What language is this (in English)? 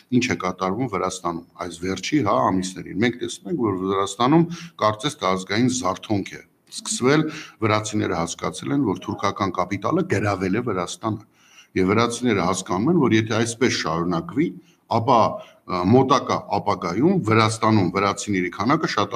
Armenian